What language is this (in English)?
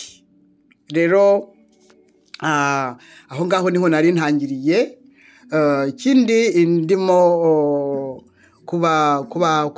Kinyarwanda